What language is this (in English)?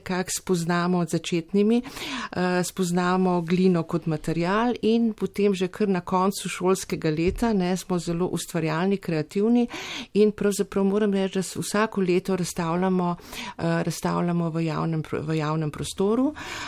Slovenian